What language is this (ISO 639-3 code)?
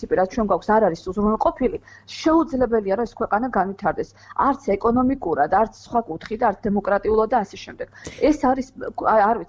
kat